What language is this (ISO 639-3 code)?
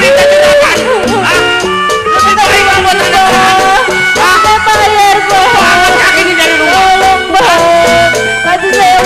bew